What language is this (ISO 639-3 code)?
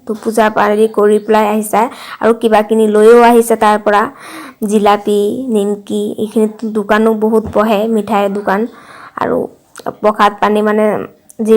asm